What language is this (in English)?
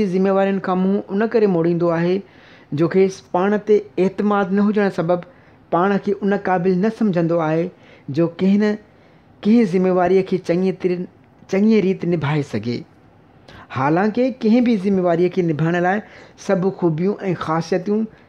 Sindhi